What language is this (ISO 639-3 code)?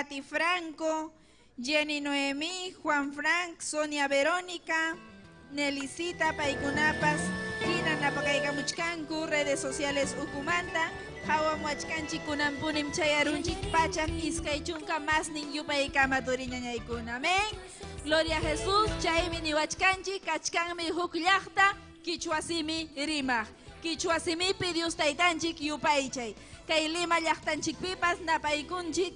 quy